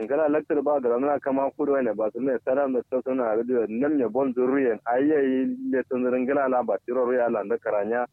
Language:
Kanuri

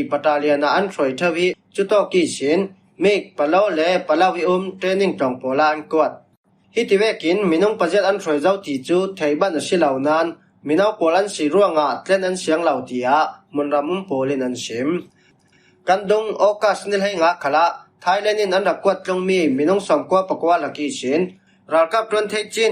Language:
Falam Chin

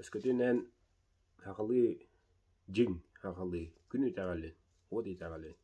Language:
Yakut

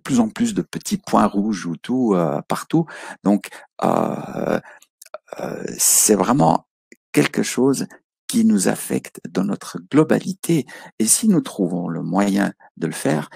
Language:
French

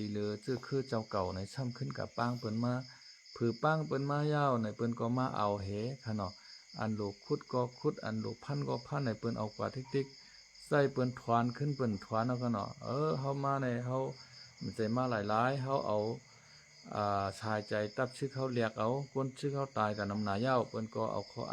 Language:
Shan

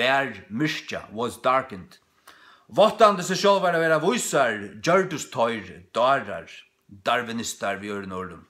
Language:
Faroese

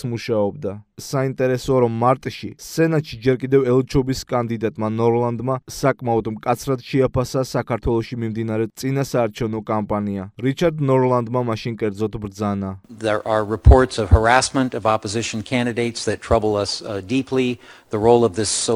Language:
Georgian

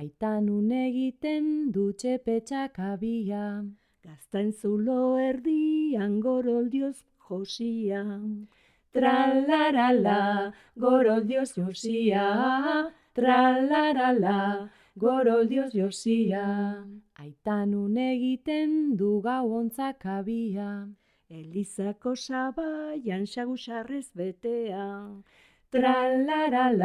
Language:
Basque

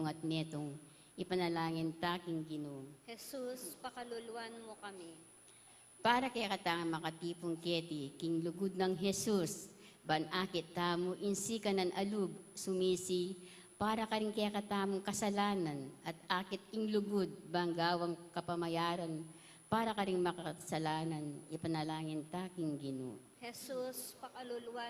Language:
Pampanga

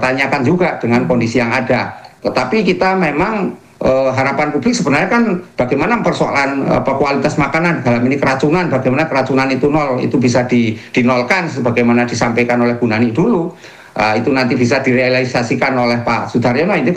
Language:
Indonesian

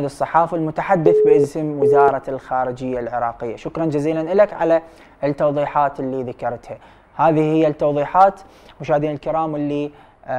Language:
Arabic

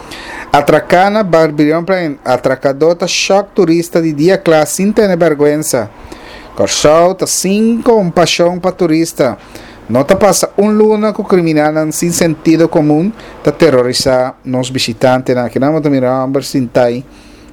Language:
Papiamento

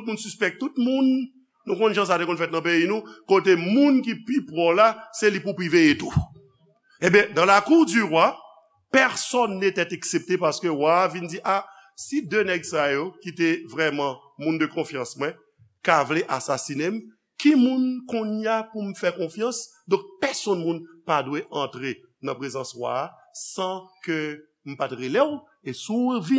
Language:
Haitian Creole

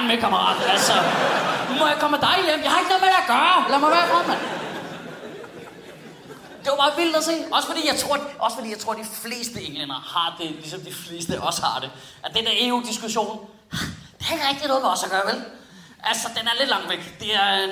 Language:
Danish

